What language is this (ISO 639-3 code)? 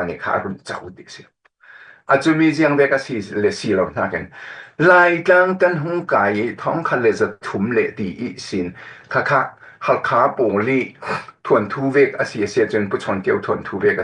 cfm